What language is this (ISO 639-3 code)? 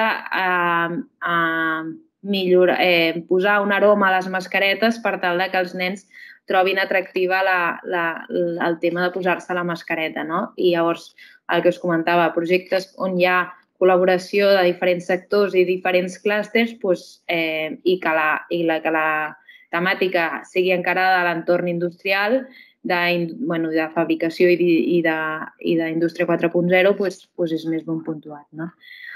cat